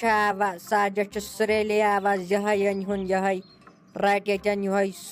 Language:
Kashmiri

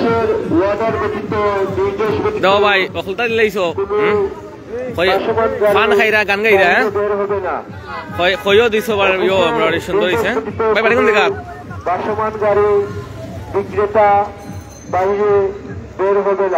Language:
Sylheti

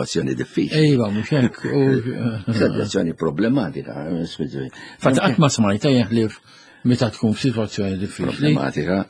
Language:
Maltese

